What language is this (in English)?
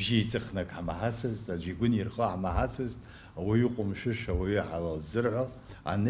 Abkhazian